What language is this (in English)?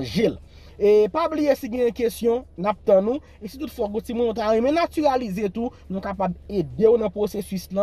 Haitian Creole